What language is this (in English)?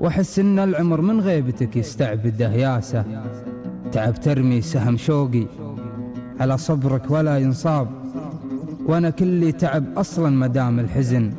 Gulf Arabic